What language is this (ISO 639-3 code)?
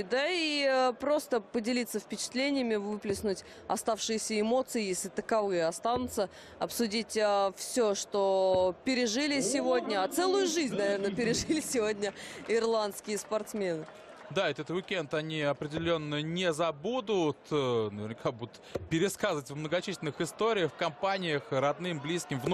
rus